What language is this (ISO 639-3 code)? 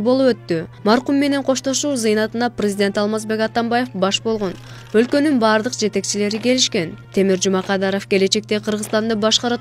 kir